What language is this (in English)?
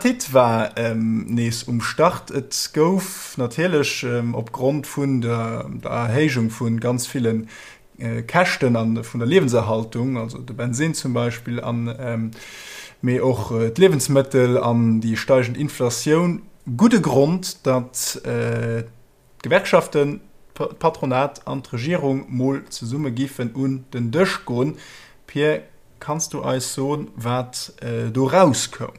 Luxembourgish